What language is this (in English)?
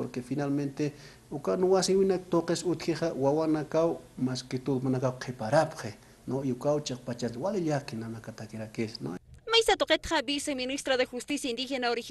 Aymara